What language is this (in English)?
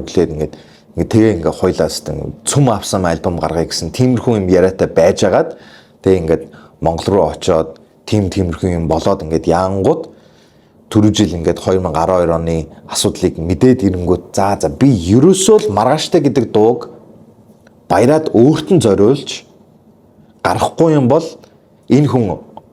Mongolian